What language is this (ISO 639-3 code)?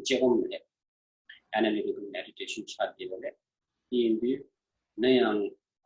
bod